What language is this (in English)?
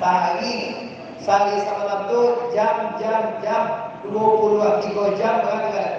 Minangkabau